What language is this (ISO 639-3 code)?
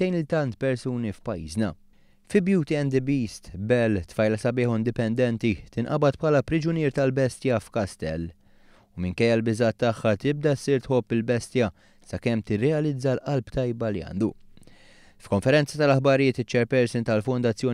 mlt